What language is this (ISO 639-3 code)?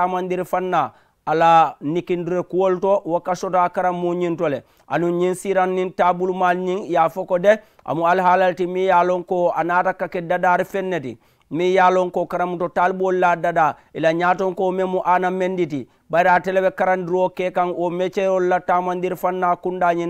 man